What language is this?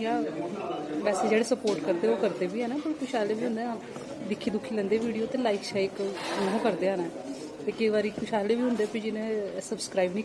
Dogri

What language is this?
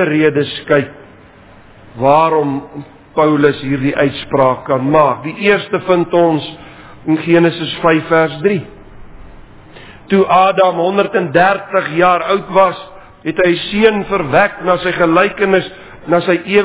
Afrikaans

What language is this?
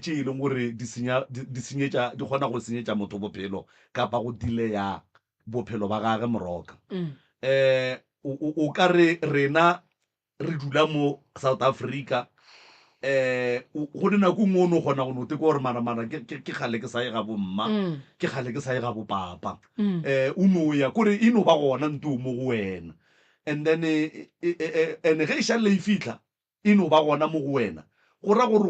Northern Sotho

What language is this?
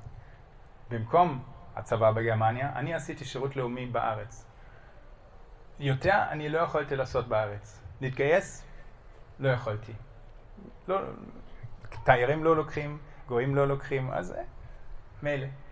Hebrew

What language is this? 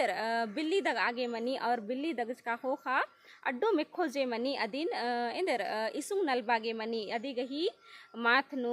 Kurukh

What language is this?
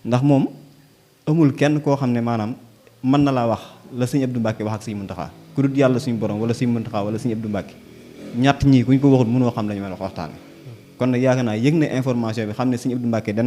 Wolof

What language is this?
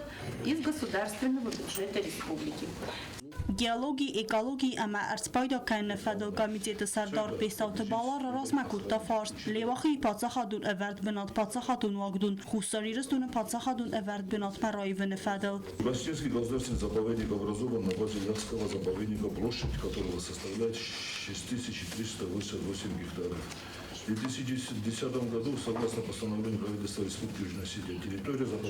Ossetic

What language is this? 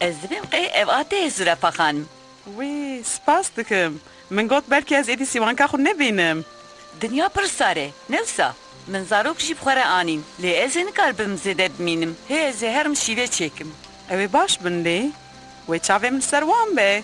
Kurdish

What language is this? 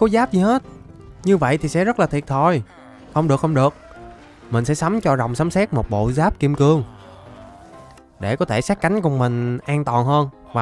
Vietnamese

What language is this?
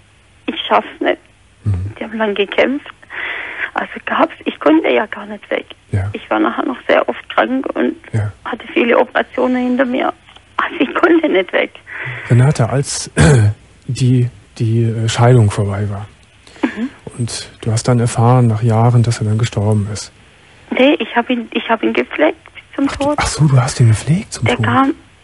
German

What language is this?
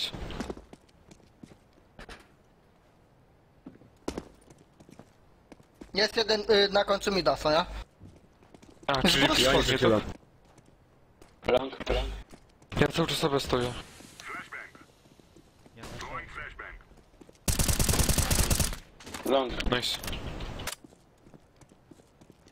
Polish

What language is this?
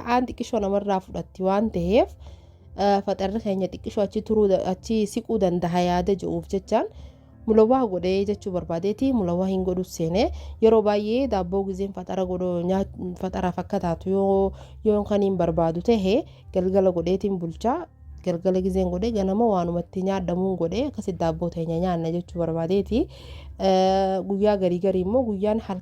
Oromo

